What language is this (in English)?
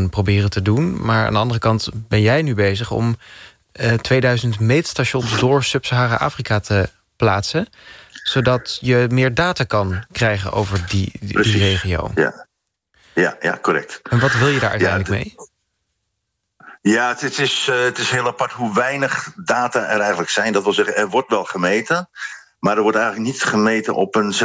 Dutch